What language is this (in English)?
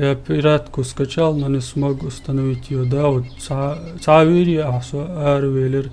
Chechen